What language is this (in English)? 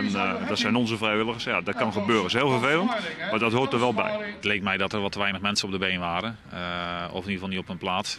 Dutch